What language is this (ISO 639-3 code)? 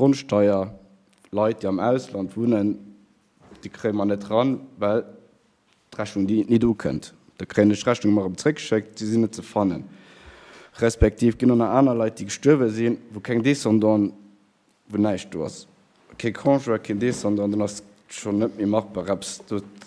ltz